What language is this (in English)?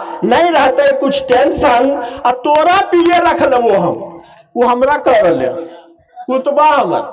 Magahi